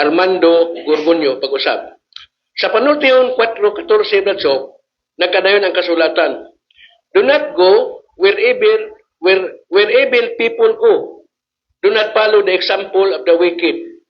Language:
Cebuano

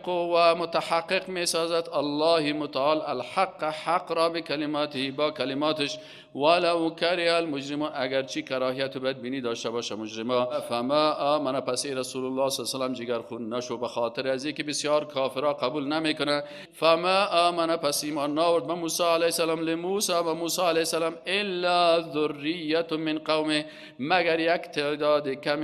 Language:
Persian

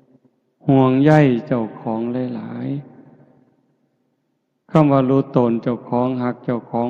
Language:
Northeastern Thai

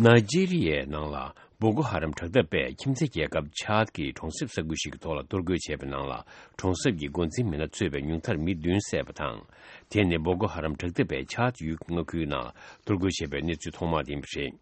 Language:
Tibetan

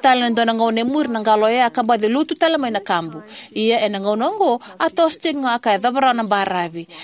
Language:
Fijian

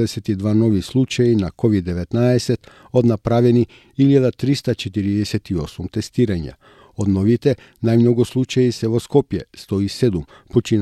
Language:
Macedonian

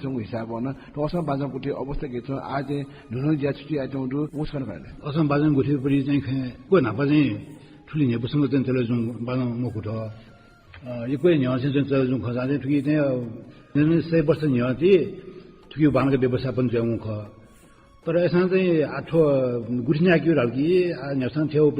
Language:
Newari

